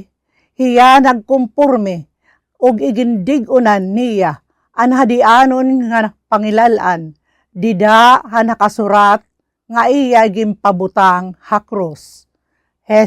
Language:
Waray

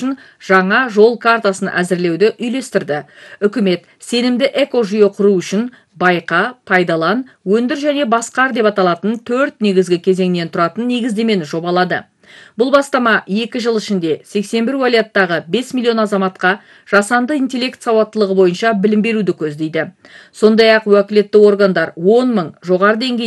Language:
Kazakh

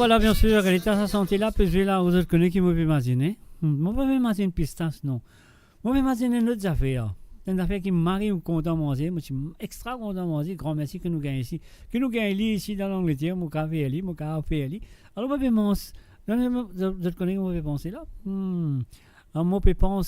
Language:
Morisyen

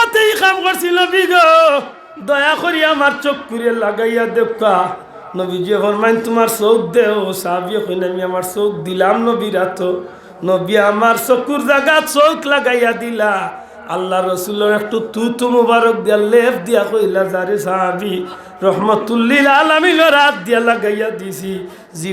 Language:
Sylheti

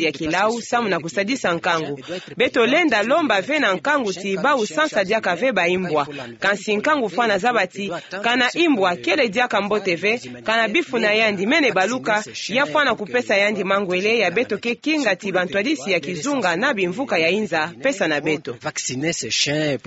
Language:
Kituba (Democratic Republic of Congo)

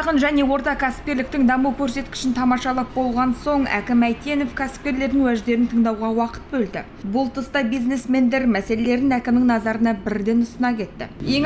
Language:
Kazakh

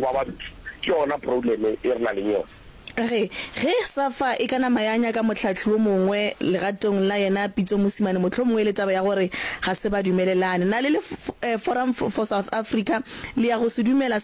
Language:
Northern Sotho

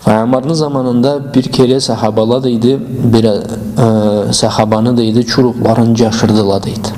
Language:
Karachay-Balkar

